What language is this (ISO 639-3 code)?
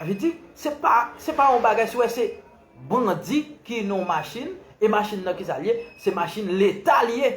hat